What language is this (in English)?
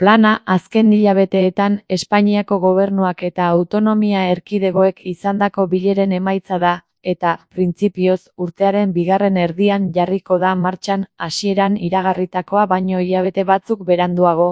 Basque